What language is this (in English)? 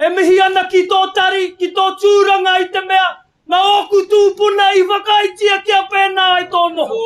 Māori